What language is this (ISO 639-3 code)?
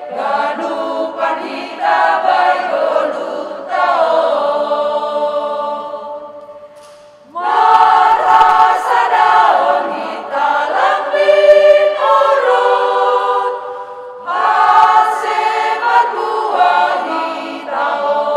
bts